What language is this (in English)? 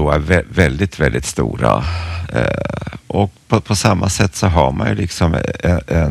Swedish